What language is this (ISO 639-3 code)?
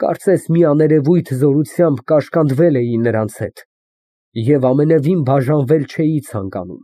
hye